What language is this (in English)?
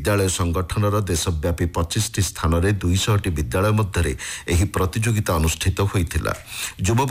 Odia